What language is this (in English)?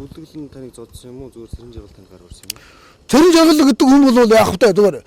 Mongolian